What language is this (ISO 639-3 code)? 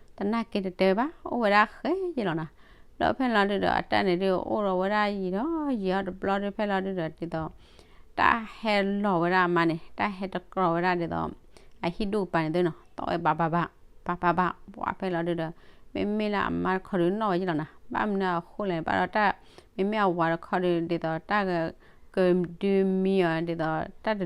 ksw